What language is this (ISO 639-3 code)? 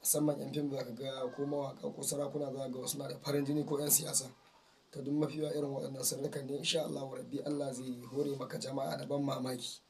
hau